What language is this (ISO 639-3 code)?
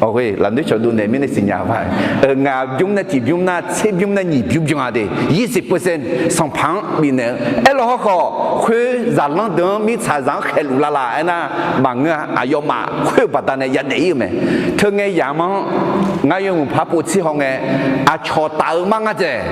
ahk